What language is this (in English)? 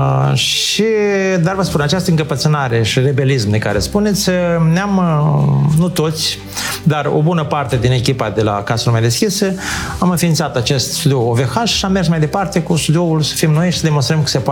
Romanian